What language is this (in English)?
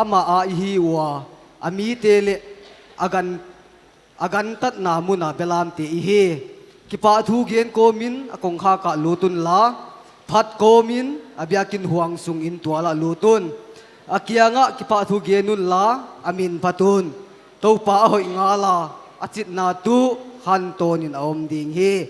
Paite Chin